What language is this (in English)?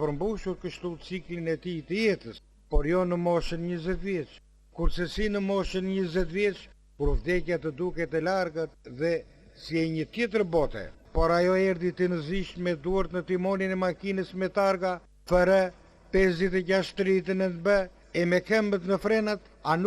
Albanian